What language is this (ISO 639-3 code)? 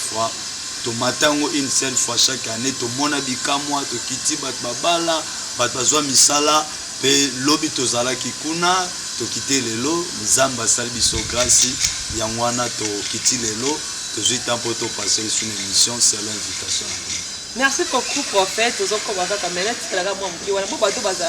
lin